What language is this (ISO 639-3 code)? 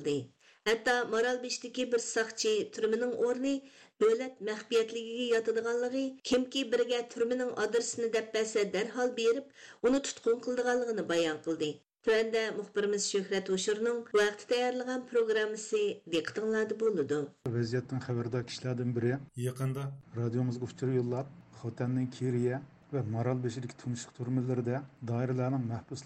uig